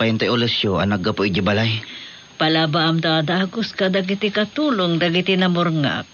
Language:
Iloko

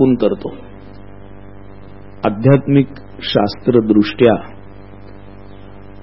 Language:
Marathi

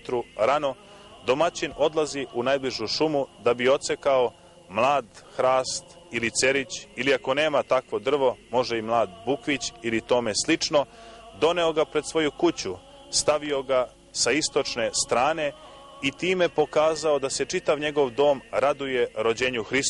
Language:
Serbian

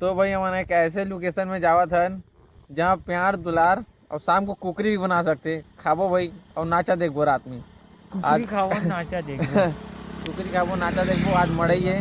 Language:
Chhattisgarhi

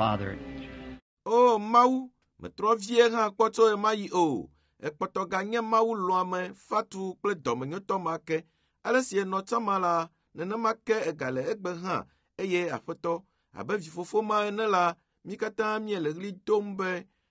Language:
Ewe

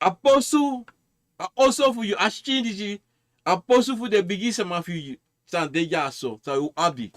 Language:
Sranan Tongo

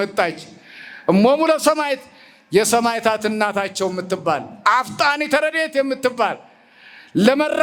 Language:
Amharic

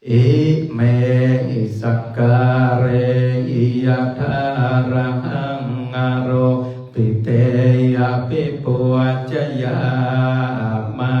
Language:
Pali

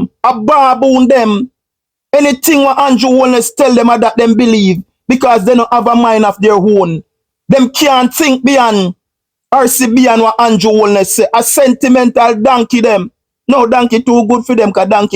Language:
Jamaican Creole English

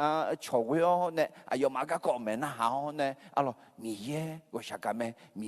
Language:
Akha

